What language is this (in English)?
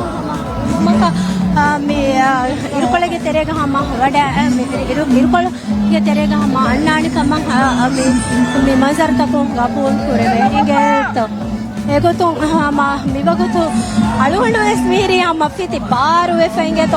Divehi